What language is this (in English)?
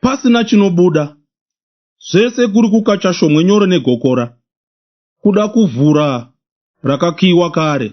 Shona